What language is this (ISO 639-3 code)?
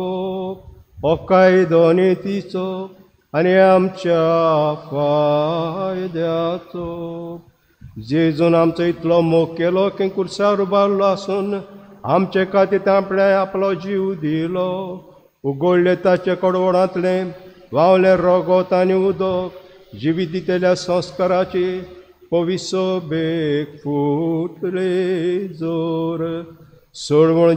kok